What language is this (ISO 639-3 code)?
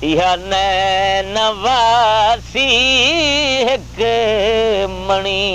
skr